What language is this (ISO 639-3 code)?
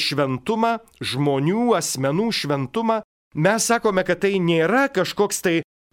lit